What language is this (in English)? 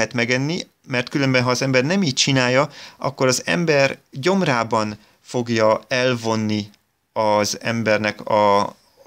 Hungarian